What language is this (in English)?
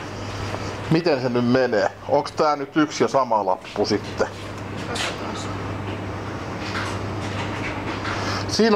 Finnish